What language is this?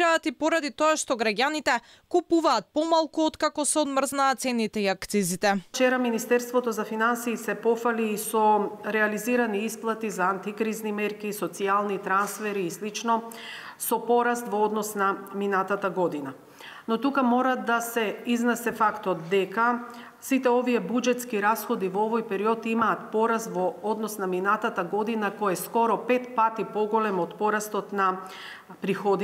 Macedonian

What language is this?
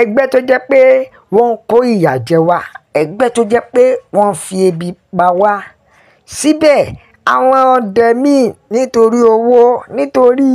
Yoruba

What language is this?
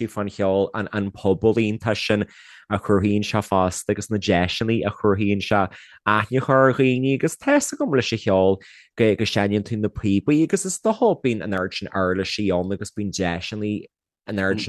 Irish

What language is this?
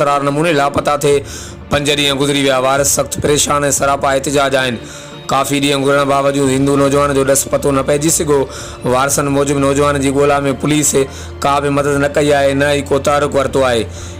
Sindhi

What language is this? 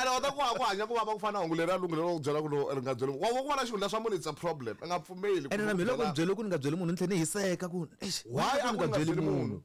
Tsonga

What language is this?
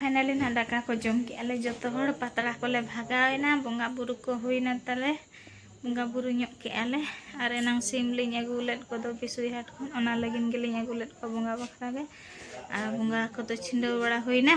Santali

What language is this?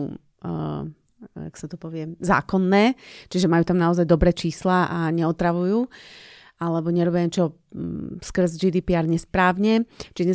Slovak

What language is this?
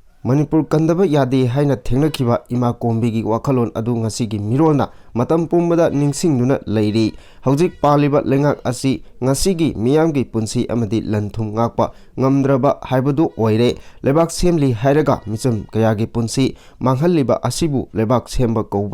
Manipuri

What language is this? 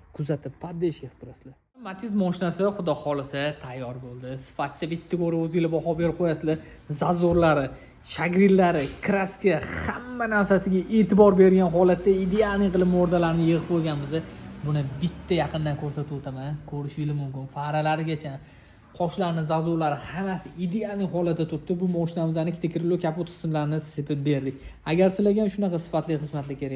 Uzbek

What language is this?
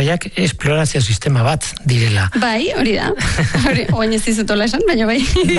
Basque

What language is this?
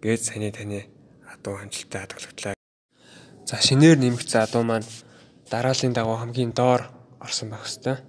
Mongolian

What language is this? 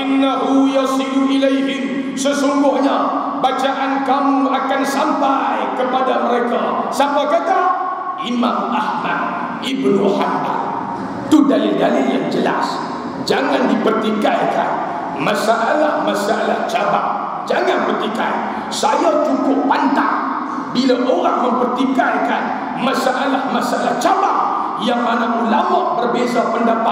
Malay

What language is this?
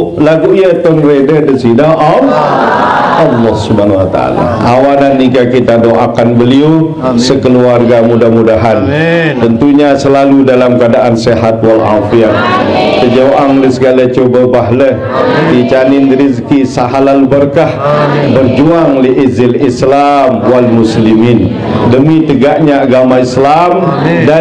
Sasak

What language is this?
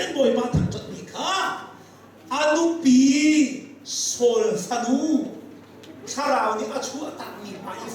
Hakha Chin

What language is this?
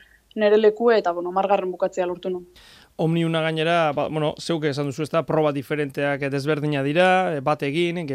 Basque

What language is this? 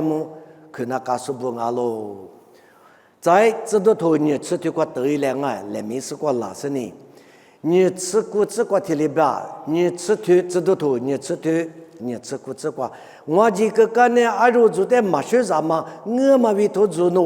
Lisu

